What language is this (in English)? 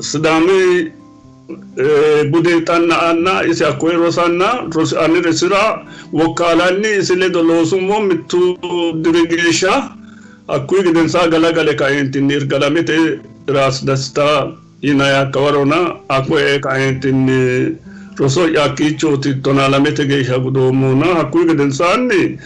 Sidamo